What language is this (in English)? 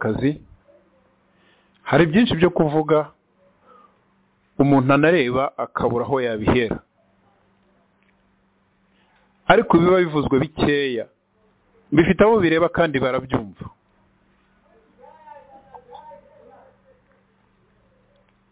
Kinyarwanda